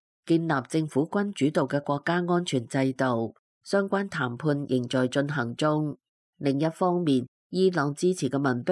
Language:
Cantonese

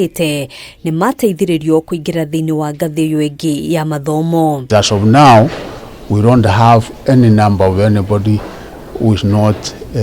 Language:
Kikuyu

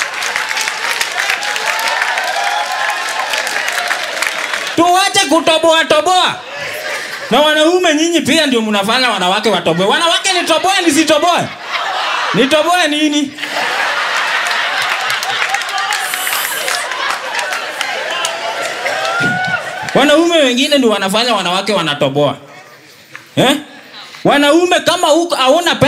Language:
Swahili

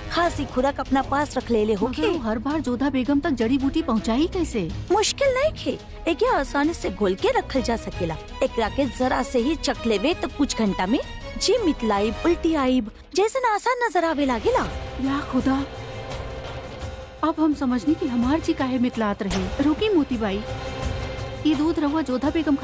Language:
Bhojpuri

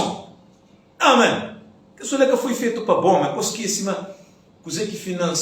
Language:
Kabuverdianu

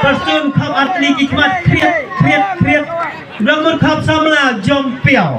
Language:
Khasi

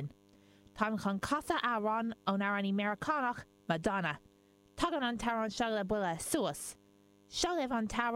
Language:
Irish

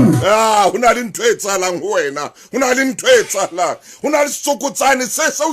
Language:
Southern Sotho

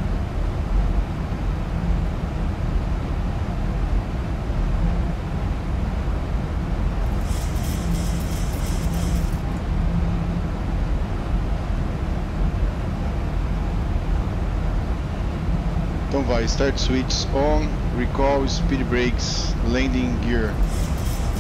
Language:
Portuguese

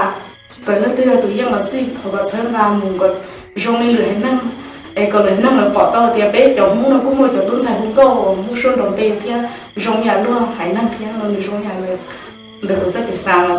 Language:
Hmong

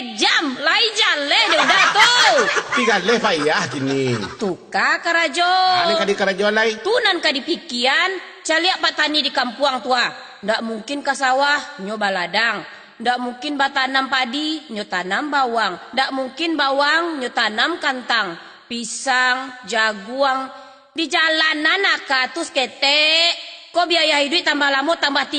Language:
Minangkabau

